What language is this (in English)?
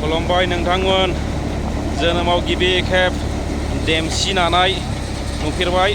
Bodo